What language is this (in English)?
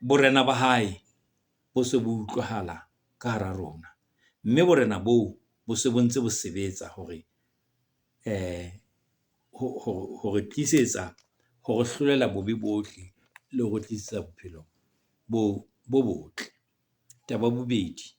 Southern Sotho